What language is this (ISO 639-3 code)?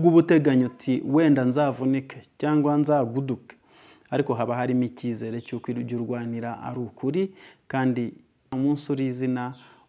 kin